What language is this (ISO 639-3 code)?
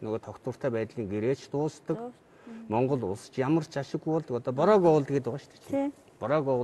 mon